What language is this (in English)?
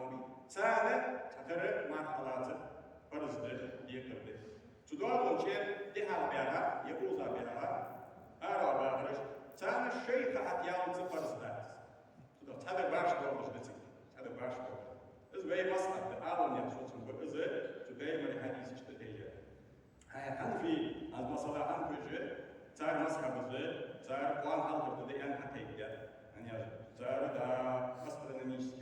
Ingush